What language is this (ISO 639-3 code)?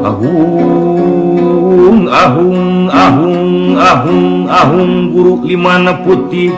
sun